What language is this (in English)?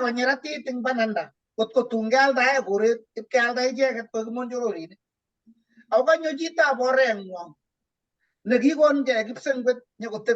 Kalenjin